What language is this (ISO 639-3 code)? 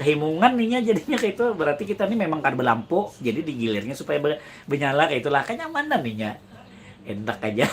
bjn